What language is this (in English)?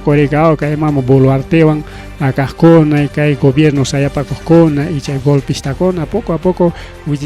Ayacucho Quechua